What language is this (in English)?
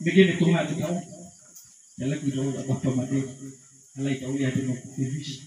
Nias